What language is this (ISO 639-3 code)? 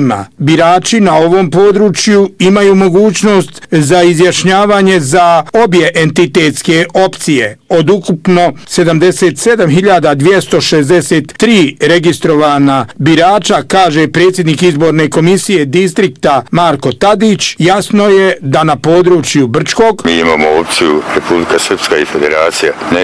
bos